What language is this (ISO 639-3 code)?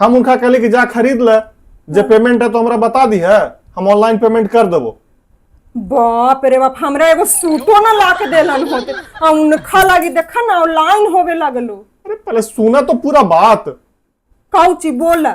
mag